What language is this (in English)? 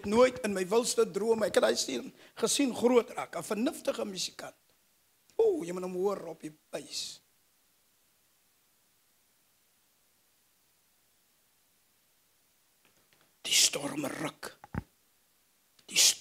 Afrikaans